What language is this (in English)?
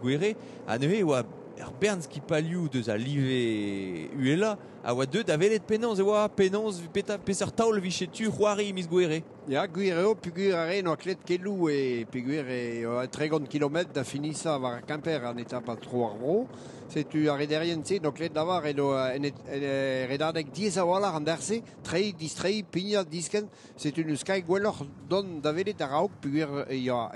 Breton